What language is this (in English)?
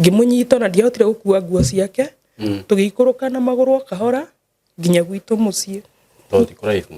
Kikuyu